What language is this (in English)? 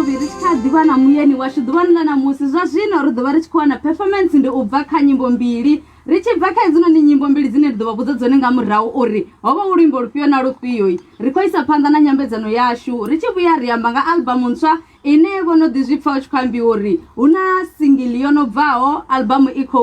Venda